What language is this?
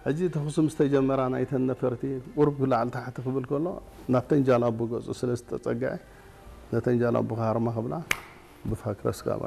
Tigrinya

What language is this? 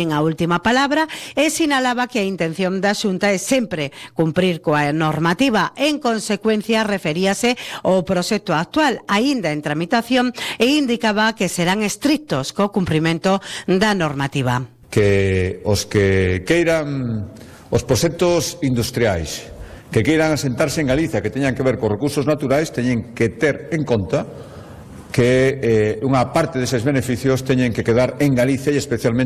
Galician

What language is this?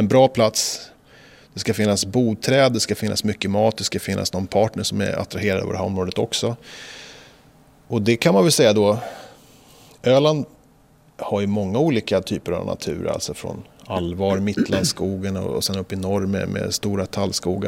Swedish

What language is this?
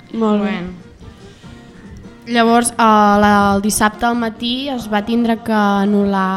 Catalan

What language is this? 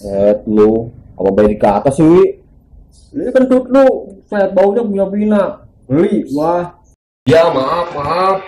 Betawi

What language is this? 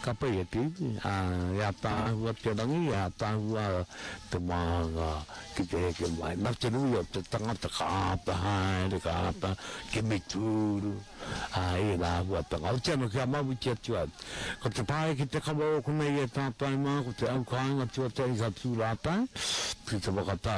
Māori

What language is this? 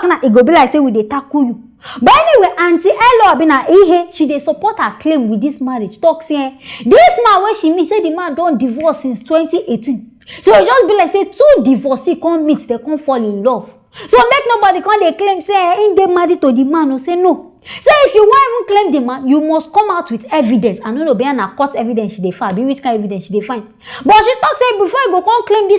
Nigerian Pidgin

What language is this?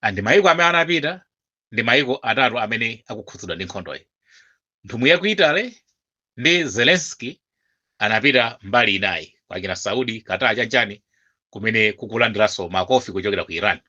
Nyanja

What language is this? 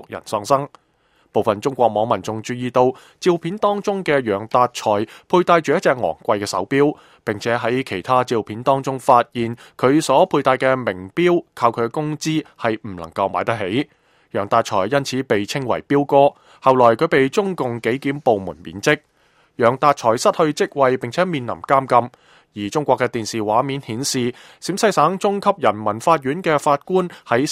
Cantonese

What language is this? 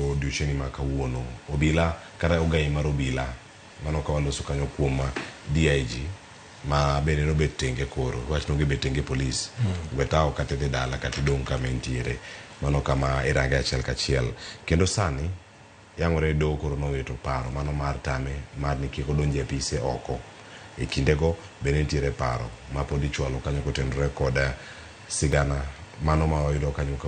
Luo (Kenya and Tanzania)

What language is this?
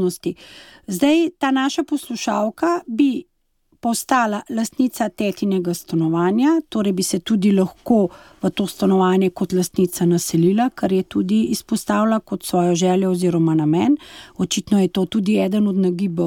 Slovenian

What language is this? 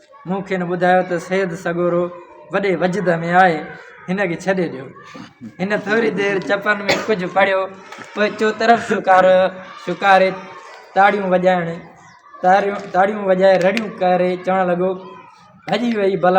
Sindhi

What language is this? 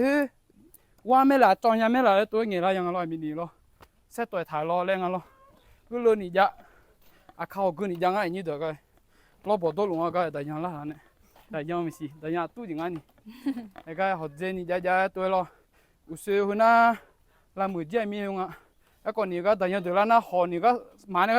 Akha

